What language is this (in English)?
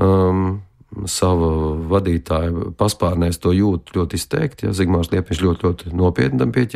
Latvian